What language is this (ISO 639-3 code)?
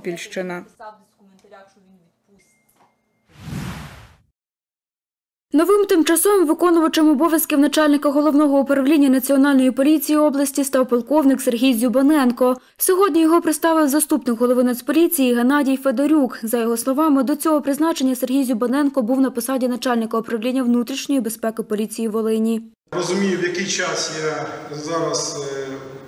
ukr